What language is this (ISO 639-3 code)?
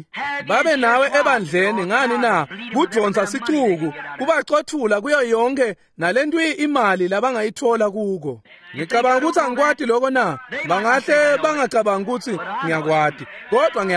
ssw